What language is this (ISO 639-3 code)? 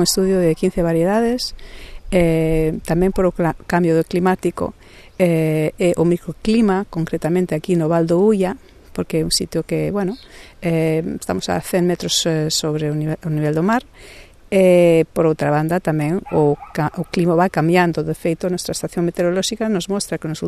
glg